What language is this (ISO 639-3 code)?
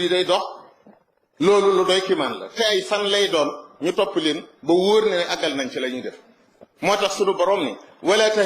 wol